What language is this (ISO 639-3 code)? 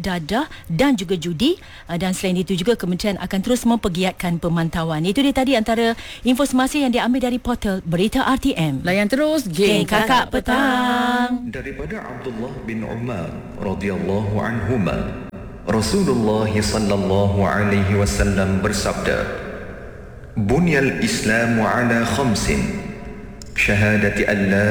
msa